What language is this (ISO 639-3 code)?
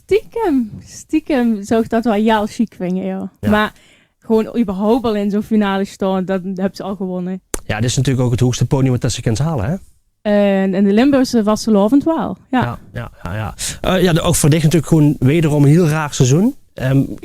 lim